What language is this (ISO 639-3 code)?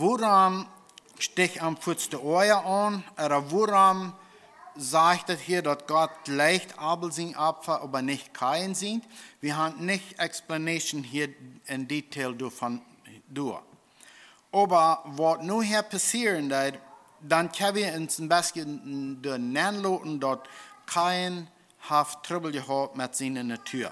pdt